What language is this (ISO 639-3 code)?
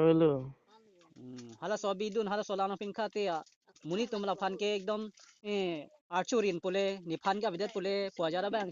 mjw